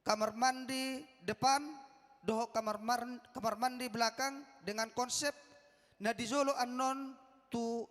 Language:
Batak Toba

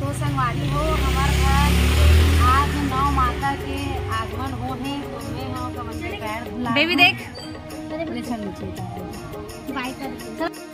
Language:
Chhattisgarhi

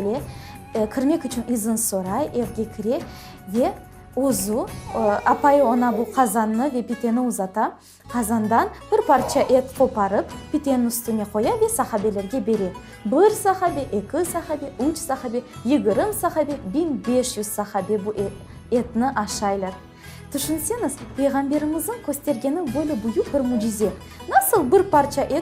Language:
Crimean Tatar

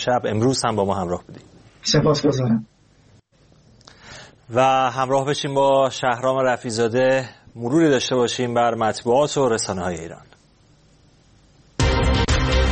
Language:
Persian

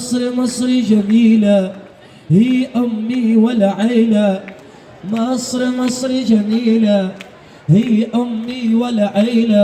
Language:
Egyptian Arabic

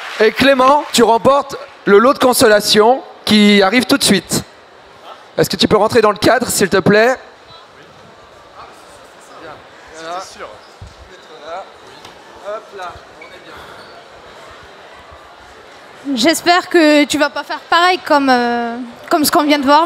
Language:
French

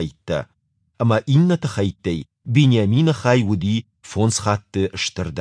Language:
Ossetic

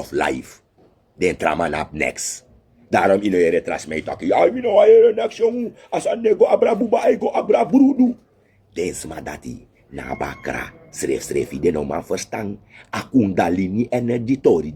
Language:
Sranan Tongo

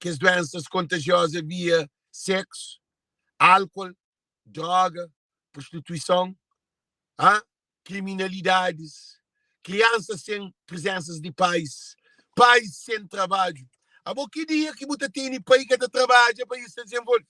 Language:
Kabuverdianu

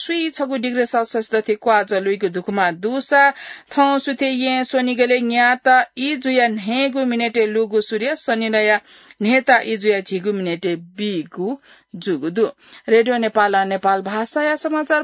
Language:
Newari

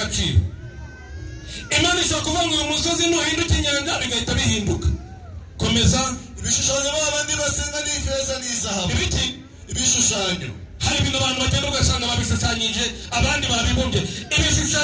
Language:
Kinyarwanda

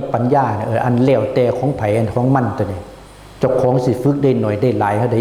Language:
Northeastern Thai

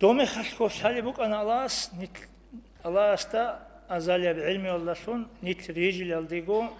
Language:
Avaric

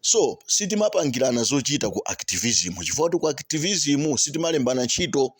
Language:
Nyanja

